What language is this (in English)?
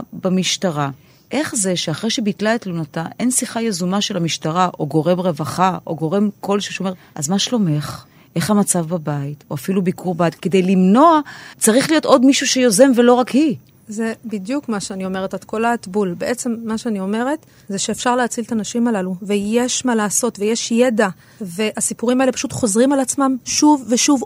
Hebrew